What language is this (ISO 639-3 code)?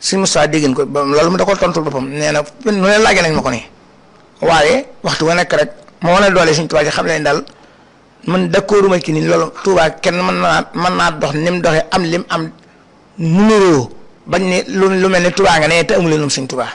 wol